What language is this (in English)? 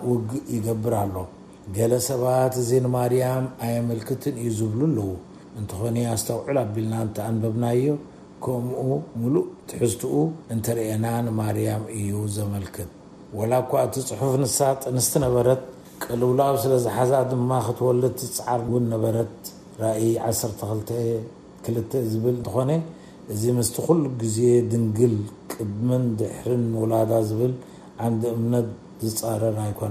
Tigrinya